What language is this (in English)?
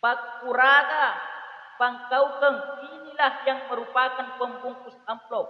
Buginese